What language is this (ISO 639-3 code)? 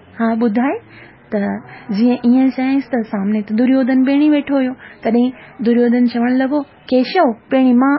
snd